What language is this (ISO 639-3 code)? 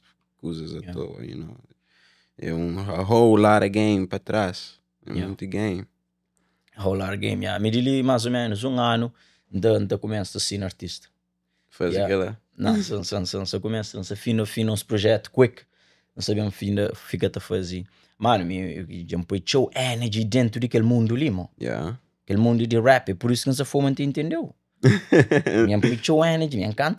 kea